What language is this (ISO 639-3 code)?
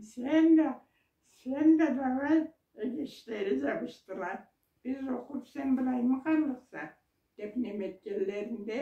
krc